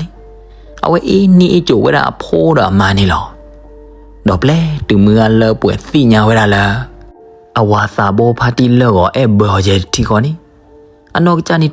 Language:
S'gaw Karen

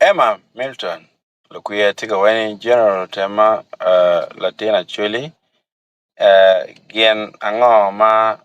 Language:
Acoli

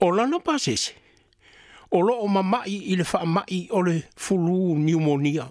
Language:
Samoan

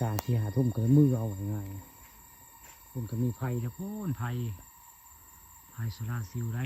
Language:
Northeastern Thai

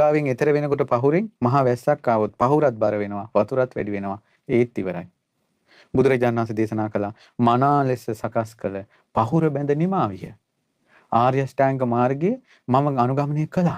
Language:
Sinhala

